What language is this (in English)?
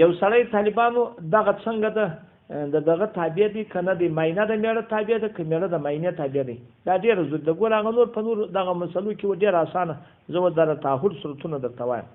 Pashto